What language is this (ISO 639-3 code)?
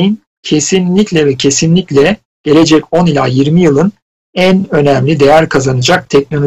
tur